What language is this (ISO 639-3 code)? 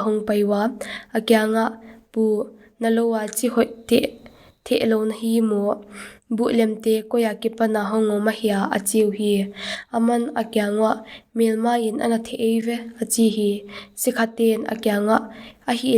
pck